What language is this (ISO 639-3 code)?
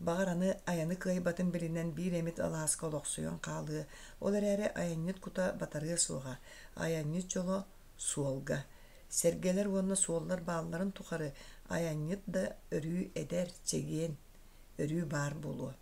sah